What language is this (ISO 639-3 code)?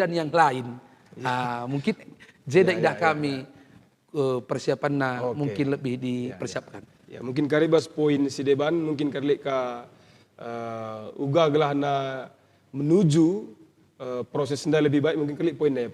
btx